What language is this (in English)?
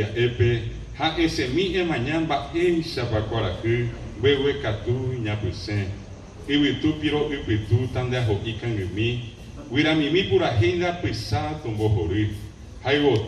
Guarani